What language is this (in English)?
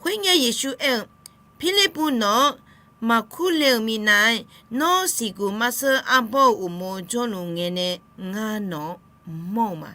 Akha